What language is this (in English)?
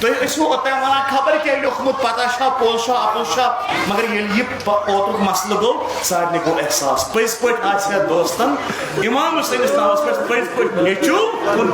Kashmiri